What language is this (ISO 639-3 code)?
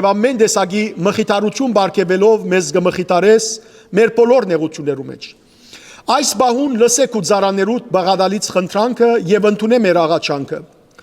hyw